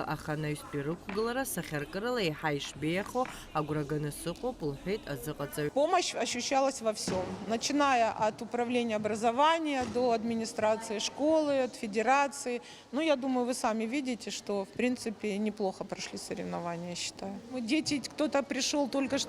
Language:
Abkhazian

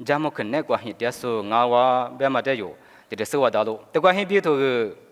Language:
Lisu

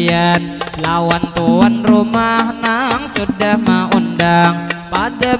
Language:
Banjar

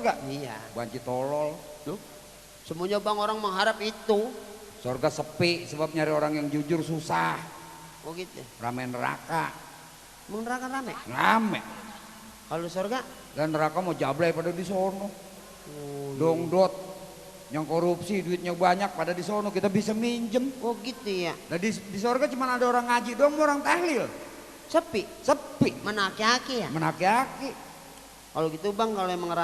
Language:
Betawi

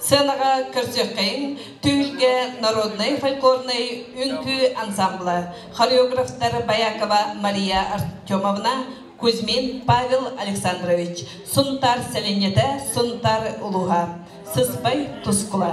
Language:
Yakut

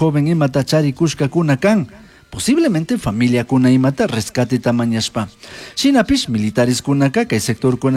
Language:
Chimborazo Highland Quichua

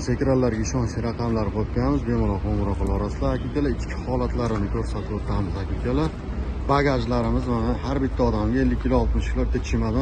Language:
Uzbek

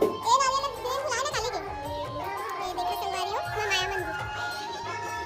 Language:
Chhattisgarhi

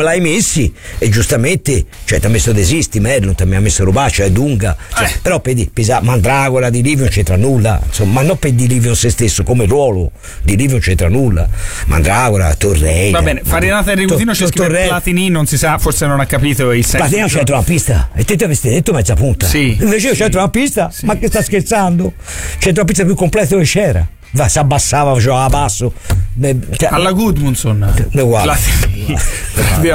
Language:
Italian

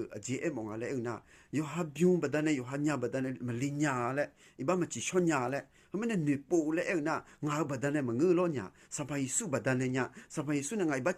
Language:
Akha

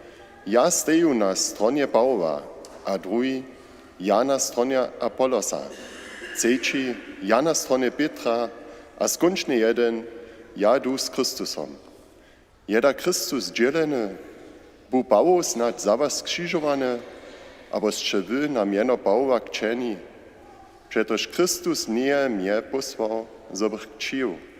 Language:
Upper Sorbian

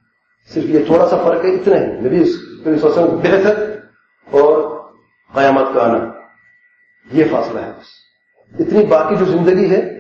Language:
Urdu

